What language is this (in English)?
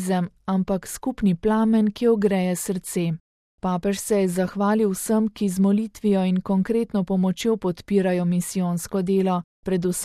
Slovenian